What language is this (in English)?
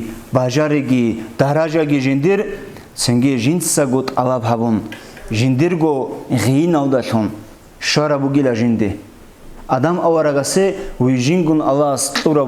Avaric